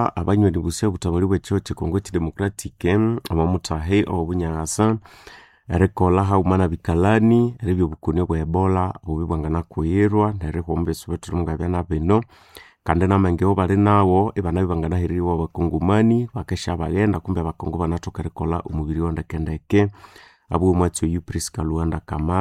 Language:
Nande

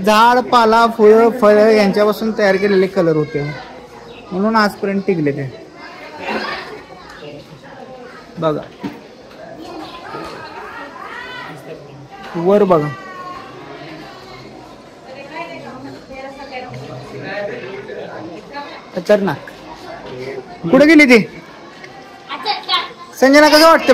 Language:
Marathi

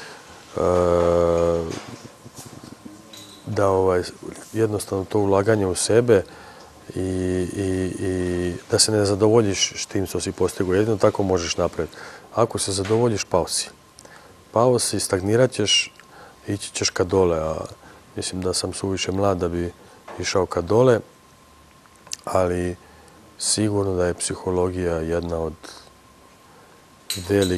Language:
Serbian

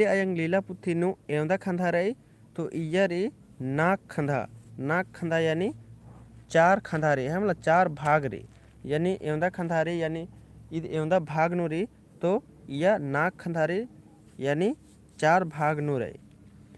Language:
Kurukh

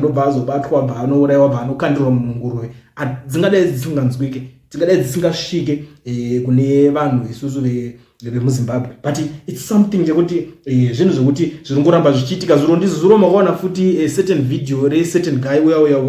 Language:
Shona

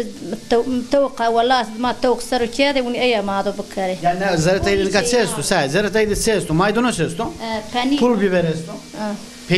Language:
Zaza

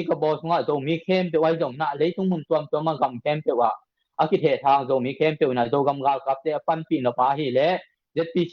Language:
Tedim Chin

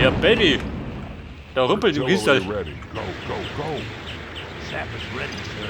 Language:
Bavarian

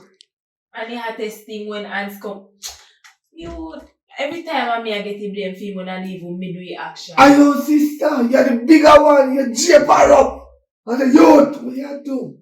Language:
Jamaican Creole English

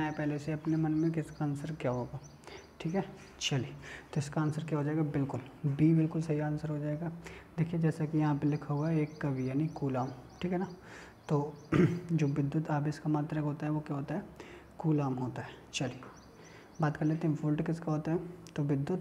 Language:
Hindi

